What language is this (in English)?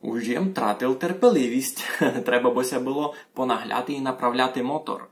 Rusyn